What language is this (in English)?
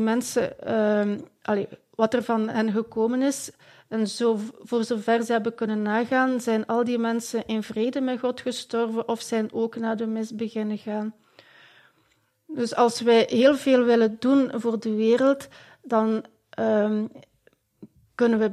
Dutch